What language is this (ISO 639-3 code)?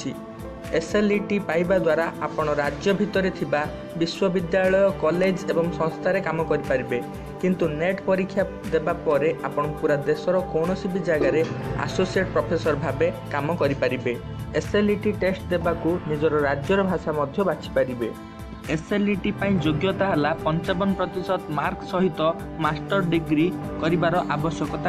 ori